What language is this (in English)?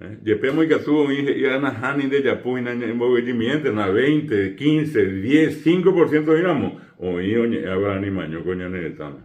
Guarani